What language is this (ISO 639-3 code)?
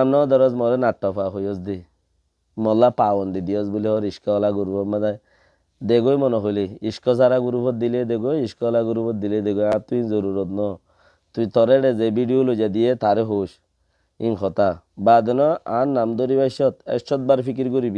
rhg